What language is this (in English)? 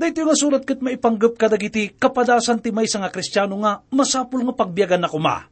Iloko